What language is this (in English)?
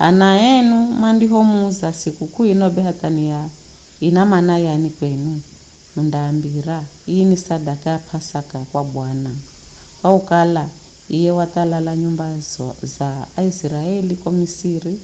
Giryama